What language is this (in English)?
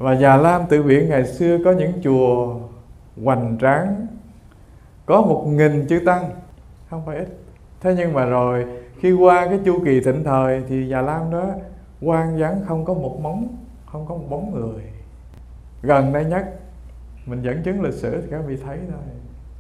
Vietnamese